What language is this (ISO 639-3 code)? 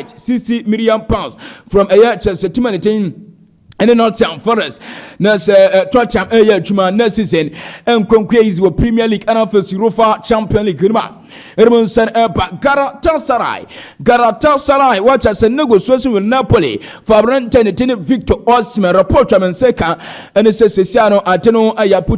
aka